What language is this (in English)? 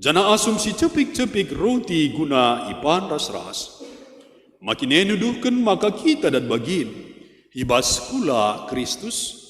Batak Karo